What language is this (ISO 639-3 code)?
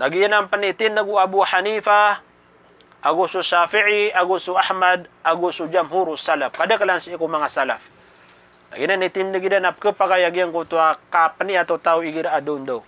mrw